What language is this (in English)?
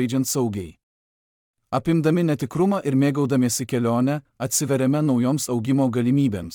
Lithuanian